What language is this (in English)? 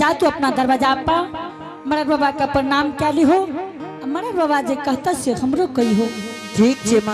Angika